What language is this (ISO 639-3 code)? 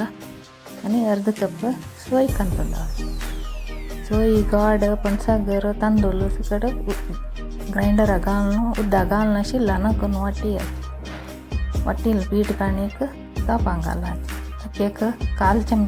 kok